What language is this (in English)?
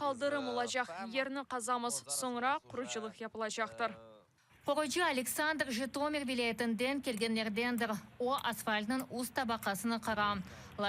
Crimean Tatar